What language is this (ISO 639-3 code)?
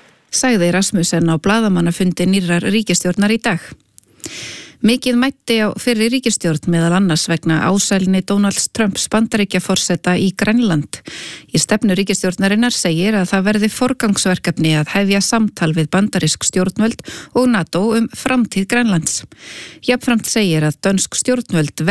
isl